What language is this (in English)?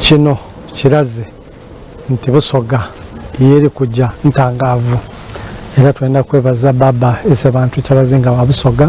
Soga